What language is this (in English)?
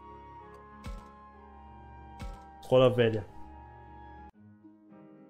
Portuguese